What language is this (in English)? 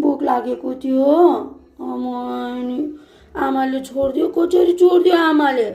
Nepali